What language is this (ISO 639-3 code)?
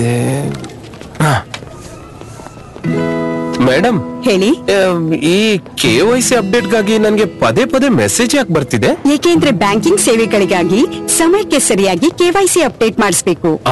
kan